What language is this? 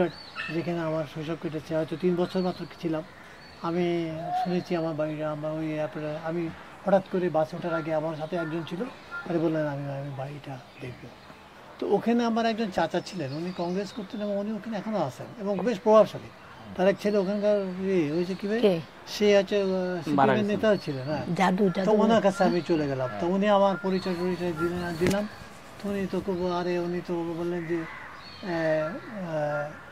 Bangla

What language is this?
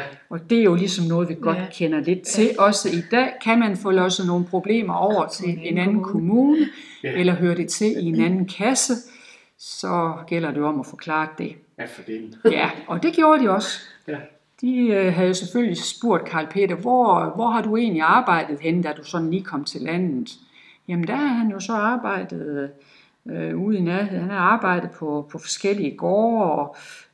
Danish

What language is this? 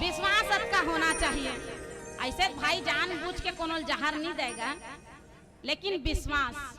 Chhattisgarhi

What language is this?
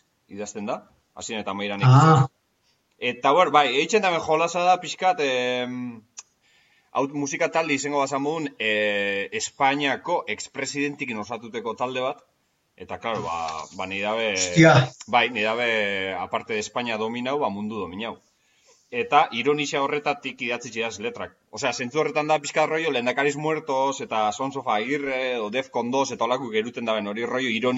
Basque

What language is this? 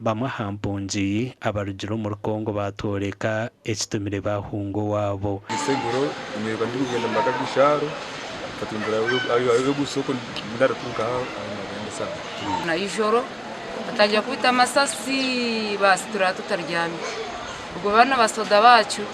Nyankole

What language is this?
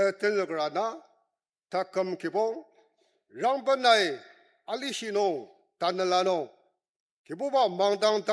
Ao Naga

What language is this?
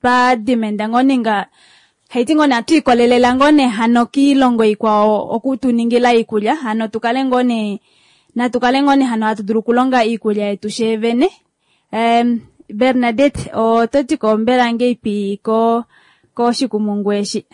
Kuanyama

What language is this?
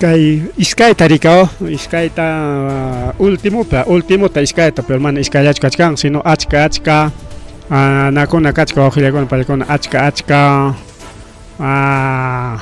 Ayacucho Quechua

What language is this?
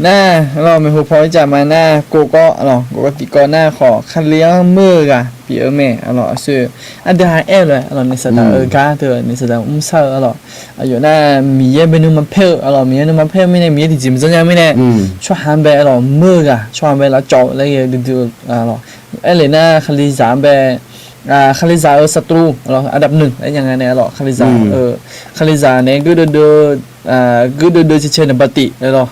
Akha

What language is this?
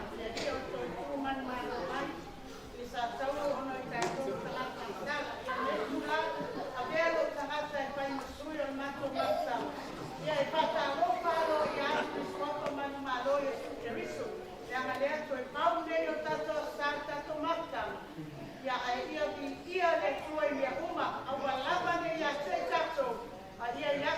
Samoan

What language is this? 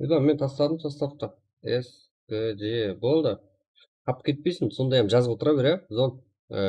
Kara-Kalpak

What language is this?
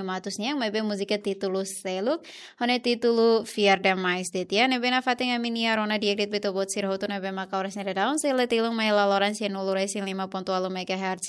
Tetum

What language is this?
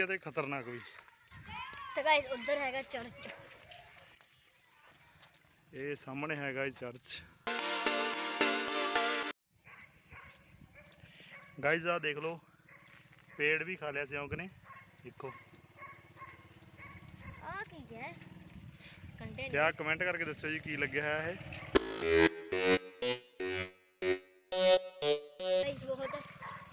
Punjabi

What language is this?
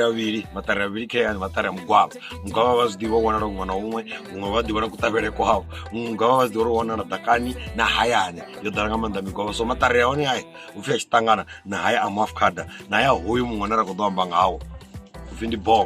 Venda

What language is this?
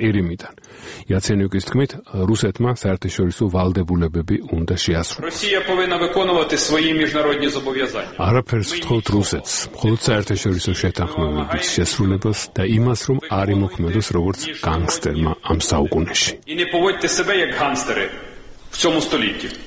Georgian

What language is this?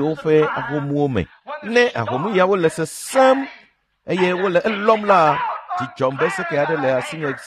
Ewe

